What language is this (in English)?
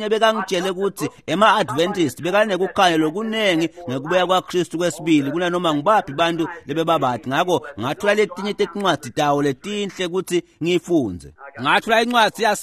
Swati